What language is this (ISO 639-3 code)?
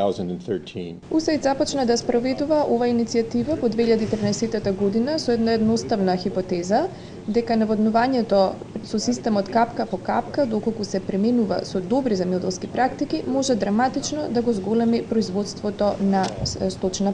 mkd